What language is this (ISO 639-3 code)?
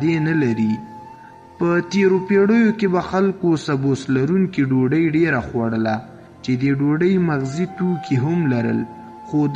pus